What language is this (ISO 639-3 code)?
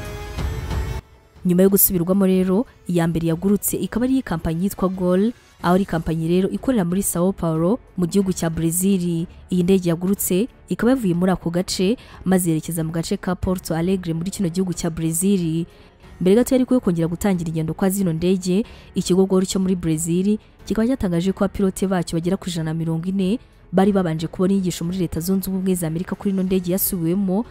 kin